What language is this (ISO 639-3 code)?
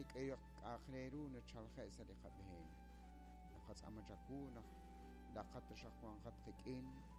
kek